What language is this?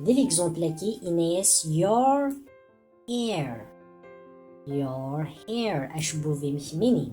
Kabyle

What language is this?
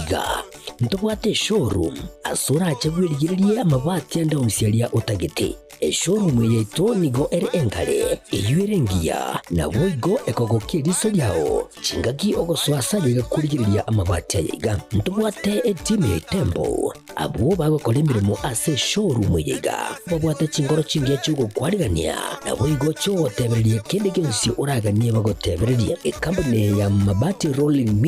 Gusii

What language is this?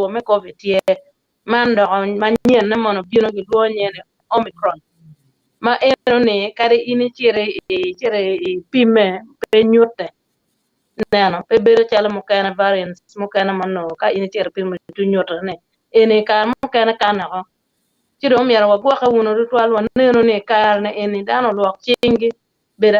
Acoli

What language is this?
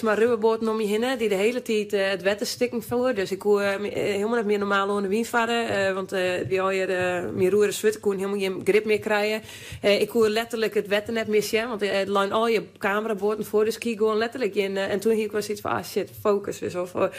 Western Frisian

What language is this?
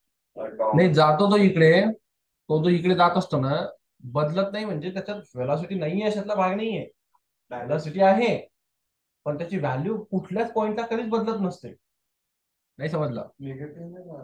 Marathi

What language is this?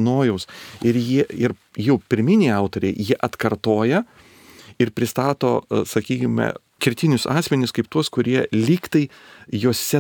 Lithuanian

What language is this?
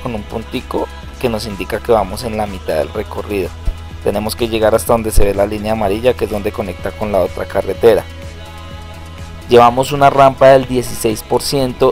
Spanish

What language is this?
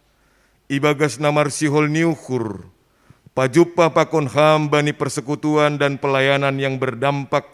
Batak Simalungun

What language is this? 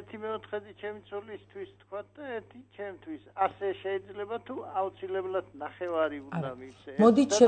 Georgian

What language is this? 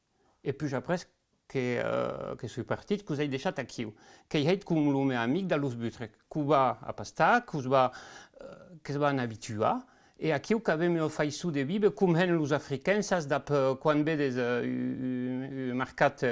Occitan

